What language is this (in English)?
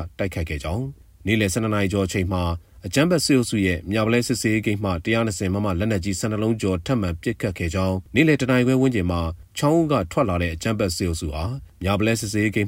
Burmese